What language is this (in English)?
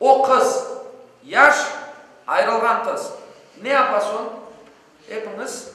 Crimean Tatar